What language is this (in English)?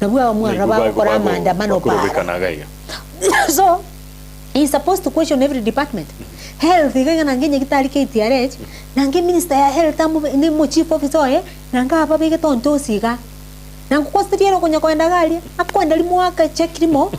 Gusii